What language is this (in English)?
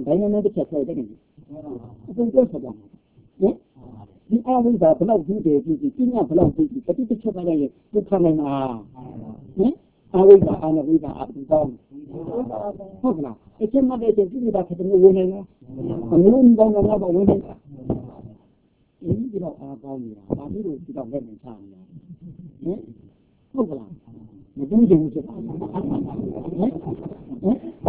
Burmese